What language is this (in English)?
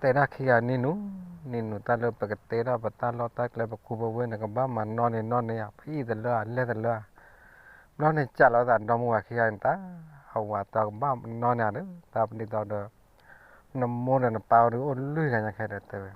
S'gaw Karen